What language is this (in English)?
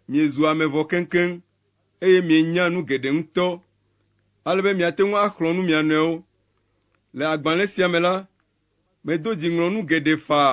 Ewe